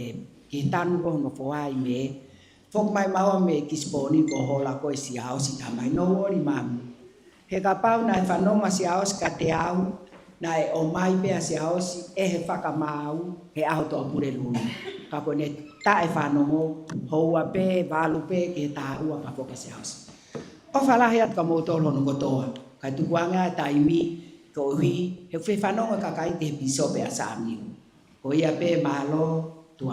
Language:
Tongan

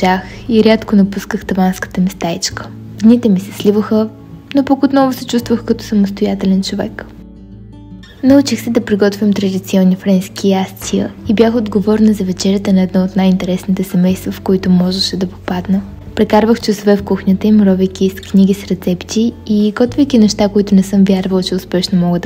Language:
Bulgarian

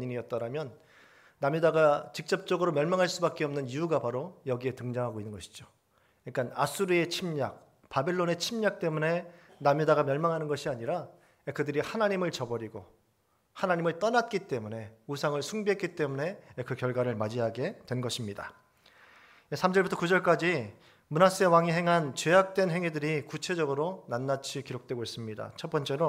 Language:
Korean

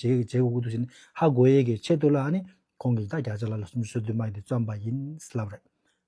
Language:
Tibetan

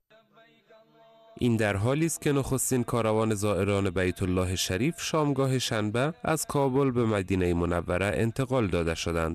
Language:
Persian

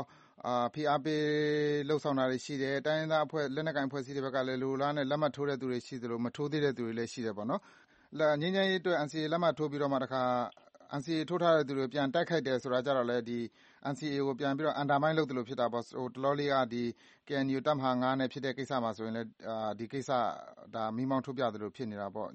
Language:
Burmese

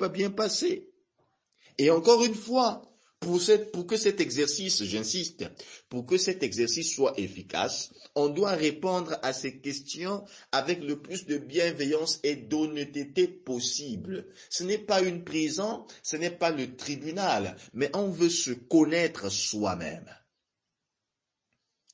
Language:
French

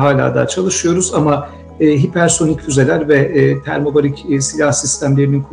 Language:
Turkish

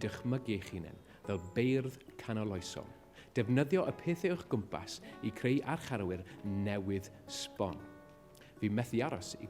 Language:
Welsh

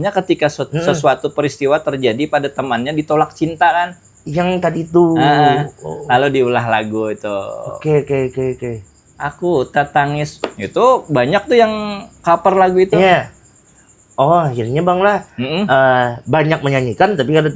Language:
Banjar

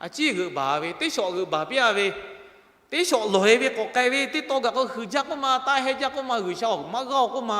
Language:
Lahu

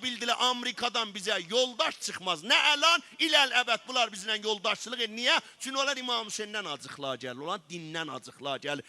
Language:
South Azerbaijani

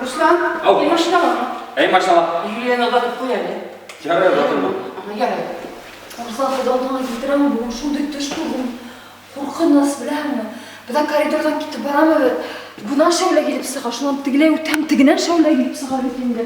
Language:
Bashkir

